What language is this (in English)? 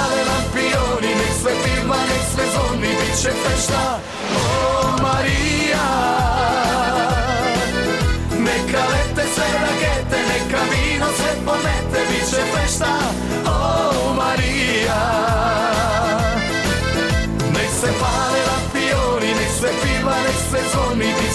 Croatian